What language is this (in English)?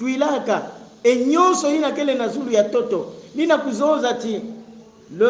Kongo